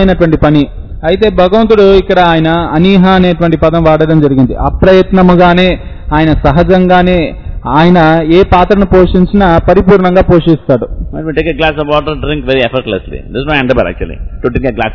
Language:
Telugu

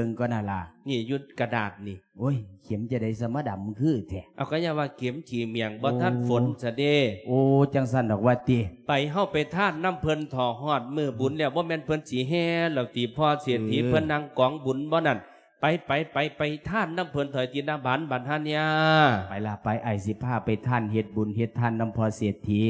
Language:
Lao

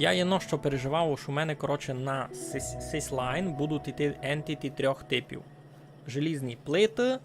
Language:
Rusyn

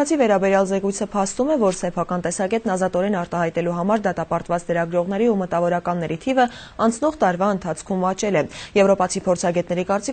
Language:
Armenian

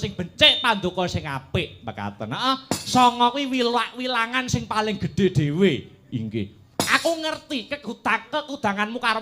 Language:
Javanese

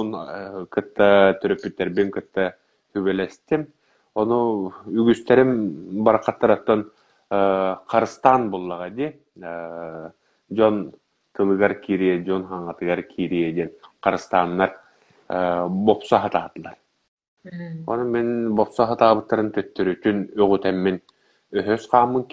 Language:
Yakut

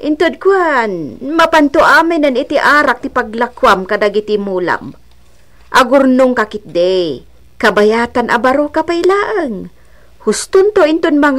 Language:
Iloko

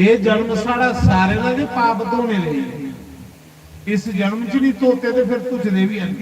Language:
Dogri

